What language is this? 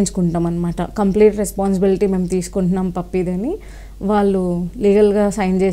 Telugu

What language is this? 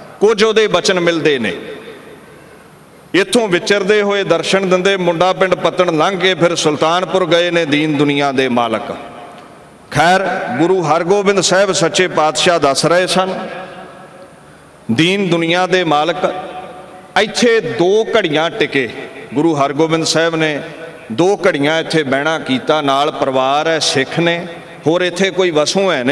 Punjabi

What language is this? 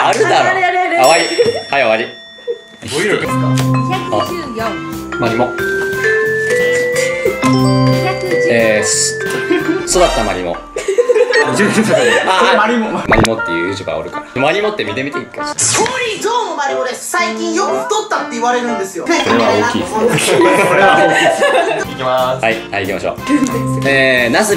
Japanese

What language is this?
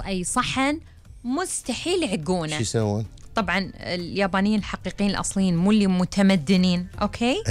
Gulf Arabic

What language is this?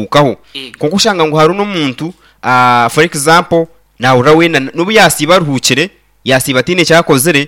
Nyankole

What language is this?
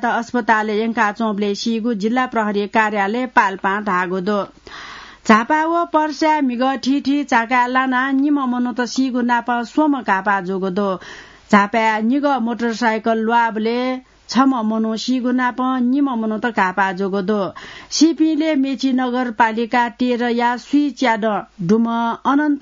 Newari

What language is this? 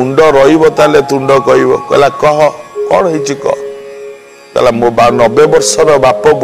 Odia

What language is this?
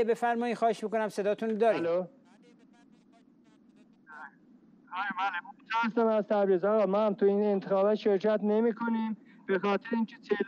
Persian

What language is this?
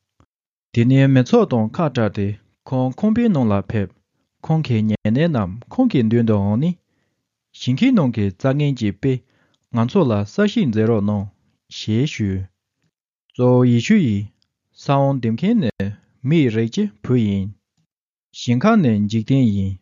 Tibetan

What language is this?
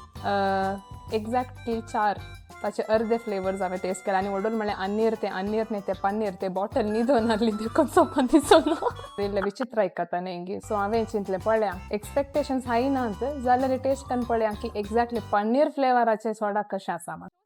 Konkani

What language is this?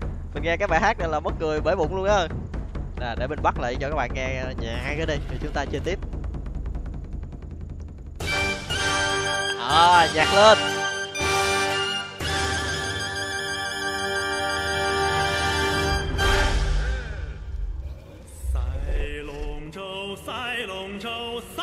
Vietnamese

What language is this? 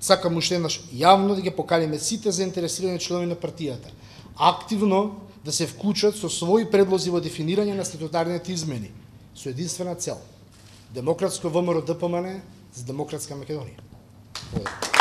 Macedonian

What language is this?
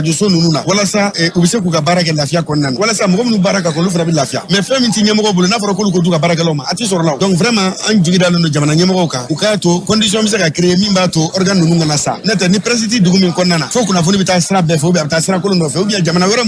Bambara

